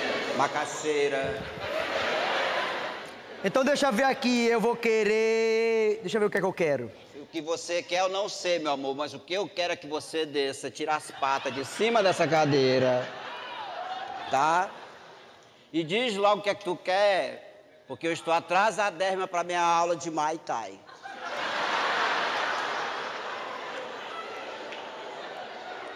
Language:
Portuguese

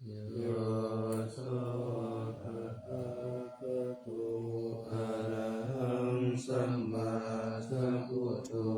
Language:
Pali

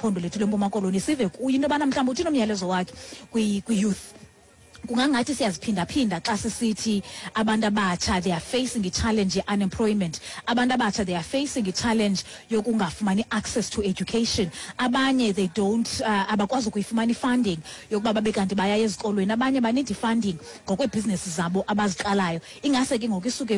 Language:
Xhosa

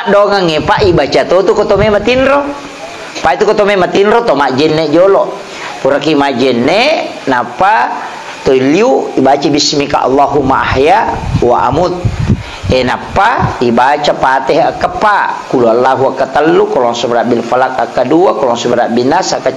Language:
Buginese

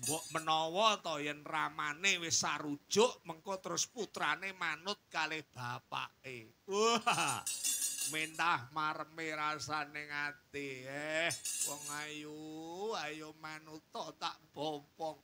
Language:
Javanese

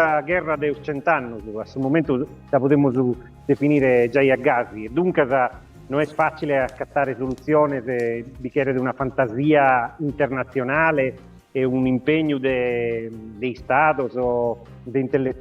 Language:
Sardinian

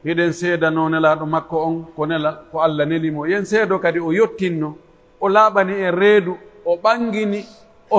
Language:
Pular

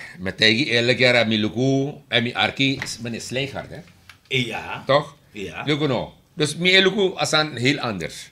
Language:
Sranan Tongo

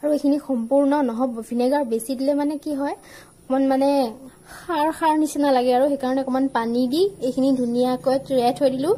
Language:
Assamese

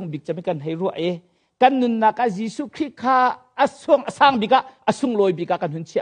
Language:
Hakha Chin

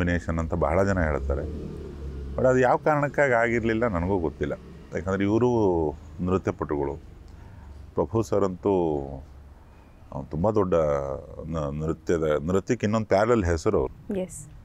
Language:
Kannada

